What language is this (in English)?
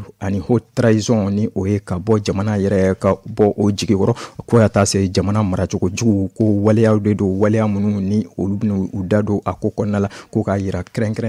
Bambara